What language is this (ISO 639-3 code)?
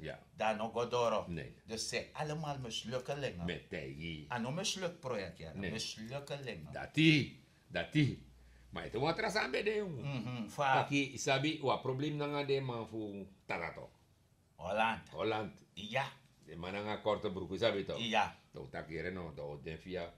srn